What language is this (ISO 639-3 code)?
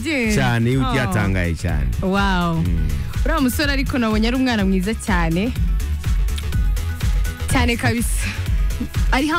kin